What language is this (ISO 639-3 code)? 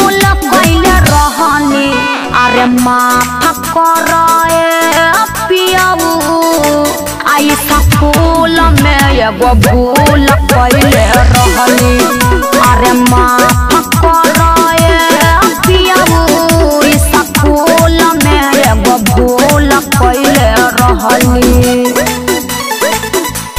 bho